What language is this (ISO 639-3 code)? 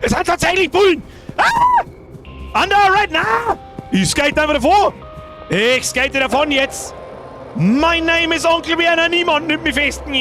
bar